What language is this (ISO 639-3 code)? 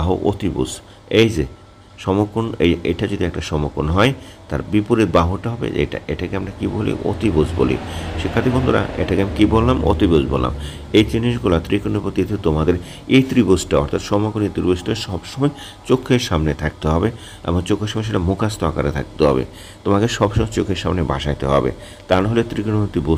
ben